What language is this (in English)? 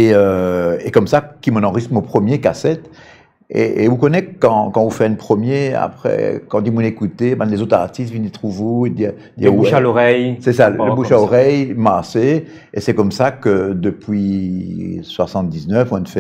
Morisyen